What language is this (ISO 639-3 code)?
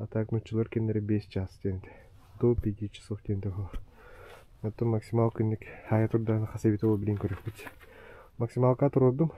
sah